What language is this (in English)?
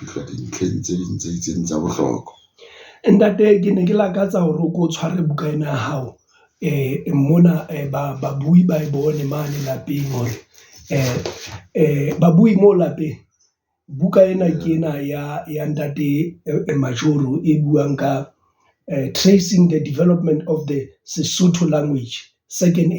Southern Sotho